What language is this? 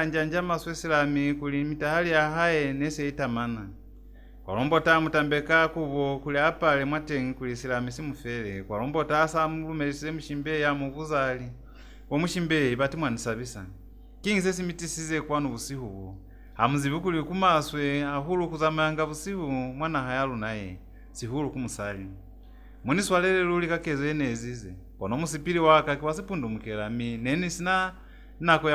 Lozi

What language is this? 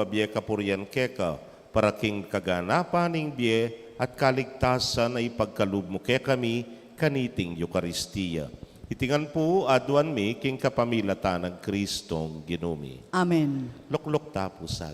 Pampanga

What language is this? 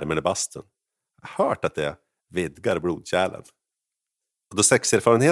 Swedish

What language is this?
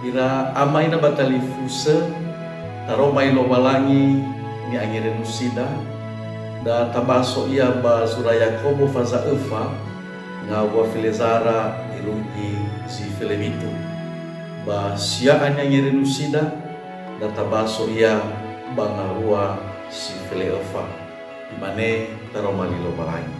Nias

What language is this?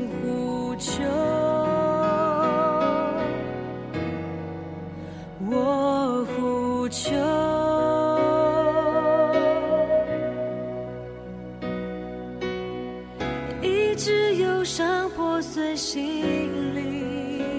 Chinese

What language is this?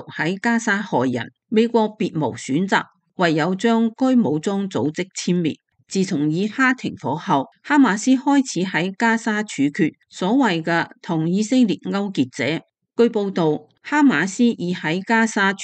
Cantonese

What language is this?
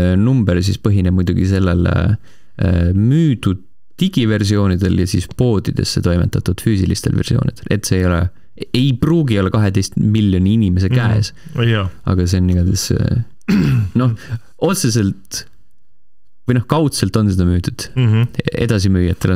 Estonian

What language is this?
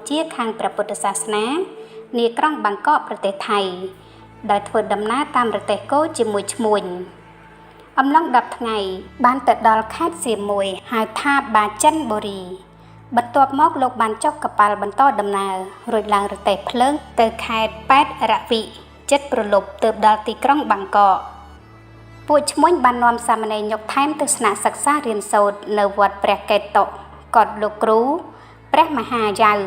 Khmer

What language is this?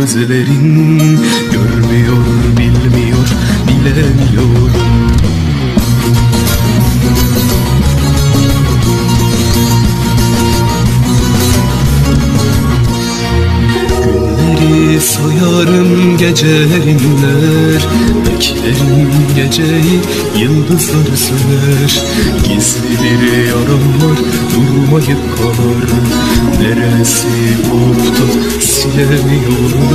Turkish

